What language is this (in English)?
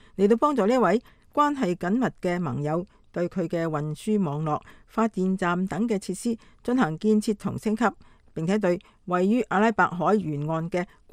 Cantonese